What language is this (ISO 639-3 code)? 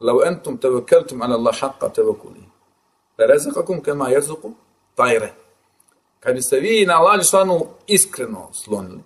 bos